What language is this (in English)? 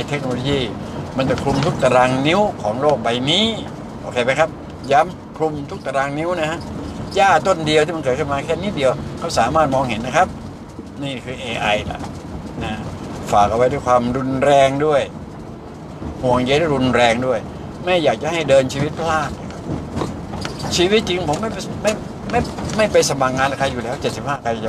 Thai